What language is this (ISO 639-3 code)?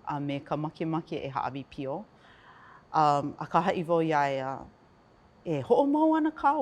haw